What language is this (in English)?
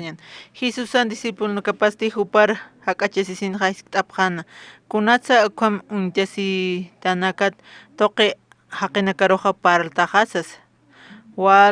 Aymara